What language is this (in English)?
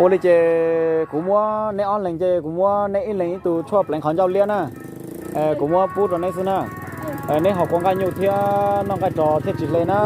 Hmong